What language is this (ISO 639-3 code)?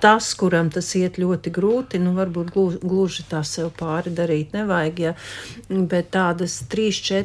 lav